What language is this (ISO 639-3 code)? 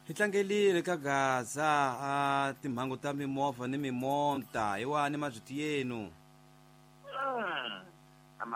tso